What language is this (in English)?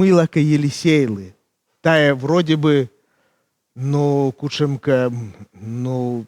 Komi